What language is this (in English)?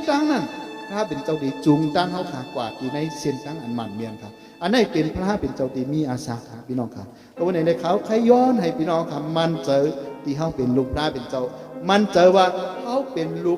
Shan